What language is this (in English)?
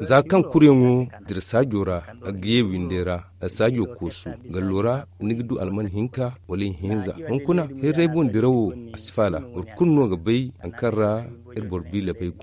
Zarma